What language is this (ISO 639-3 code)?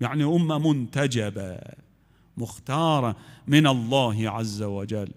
acm